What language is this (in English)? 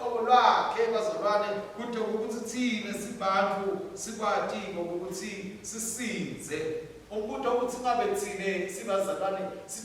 Swati